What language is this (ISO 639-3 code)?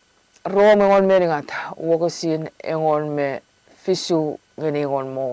chk